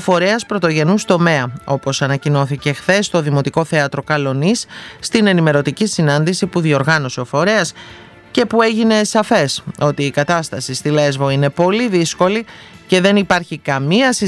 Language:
Greek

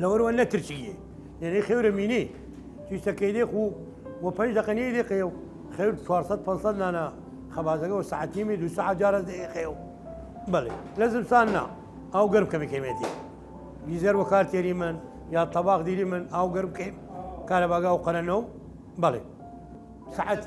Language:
Southern Kurdish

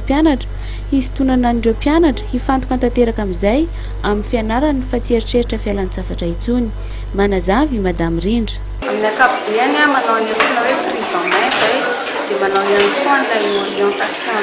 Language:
Malagasy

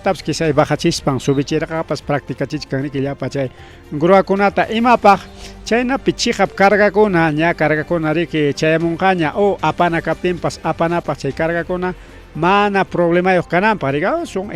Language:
Ayacucho Quechua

